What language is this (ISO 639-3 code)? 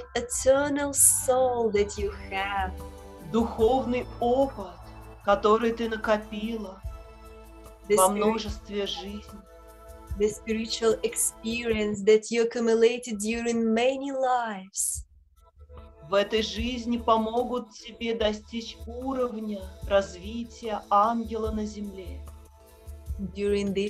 rus